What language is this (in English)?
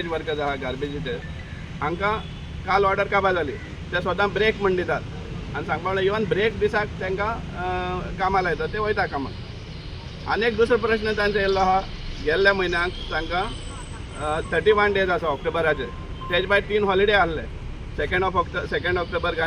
Konkani